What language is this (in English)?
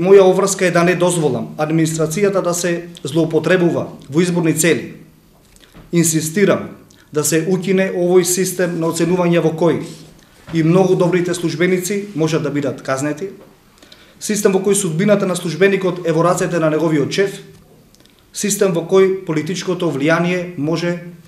Macedonian